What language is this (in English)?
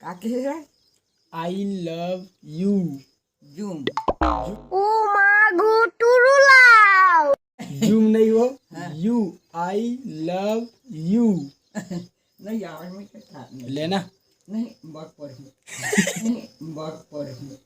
Chhattisgarhi